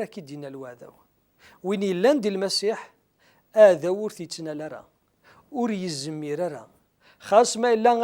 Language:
Kabyle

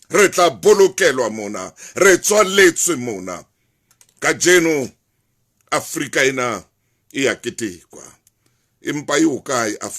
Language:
Southern Sotho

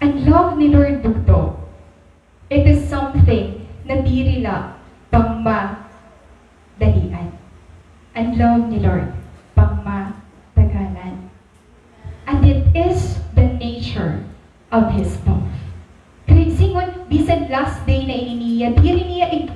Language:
Waray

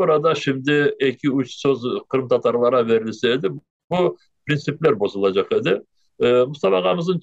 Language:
Crimean Tatar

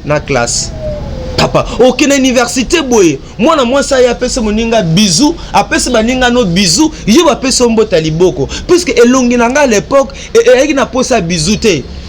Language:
Lingala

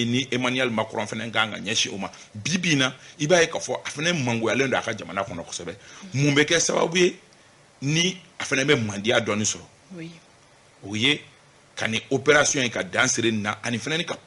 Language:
Bambara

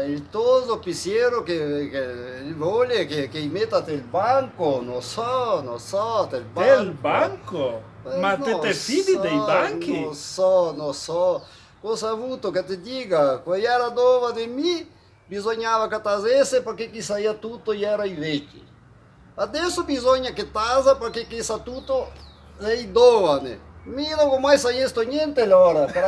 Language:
Venetian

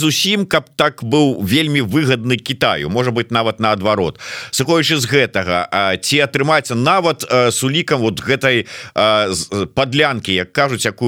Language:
Belarusian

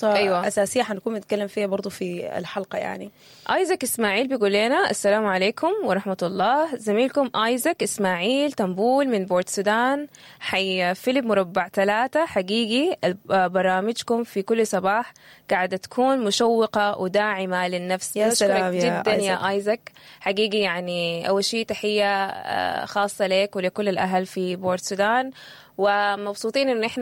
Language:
Sudanese Arabic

